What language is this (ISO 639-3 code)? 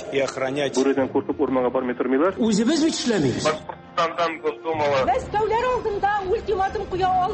tat